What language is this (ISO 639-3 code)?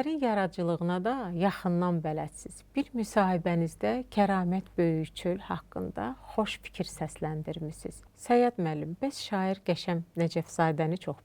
aze